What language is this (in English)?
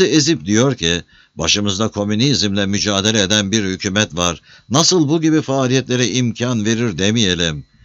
Turkish